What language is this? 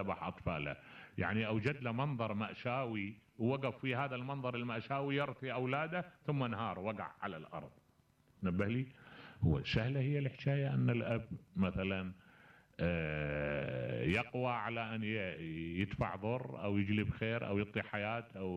Mesopotamian Arabic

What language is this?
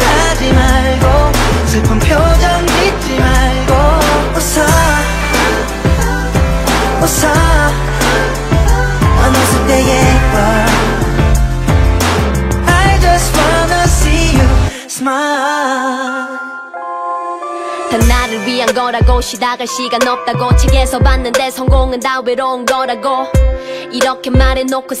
Korean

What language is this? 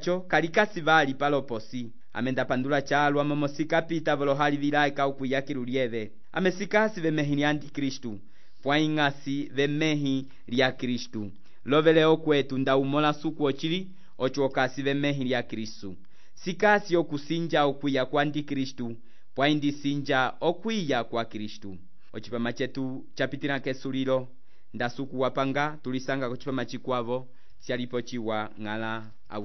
Umbundu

